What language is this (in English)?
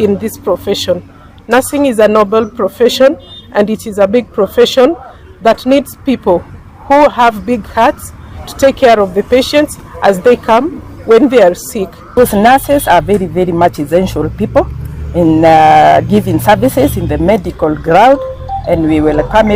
Gusii